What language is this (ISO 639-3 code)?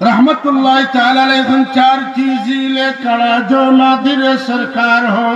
syl